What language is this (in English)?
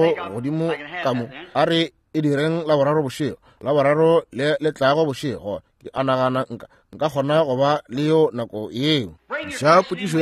Northern Sotho